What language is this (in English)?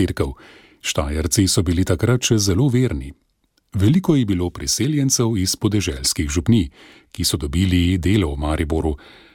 Slovenian